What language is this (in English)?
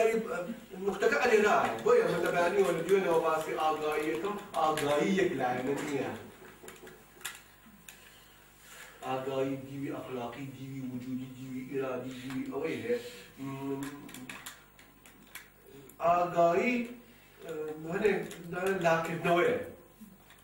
Central Kurdish